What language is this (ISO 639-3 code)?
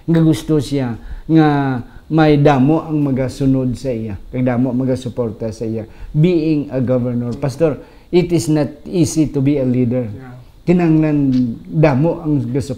hil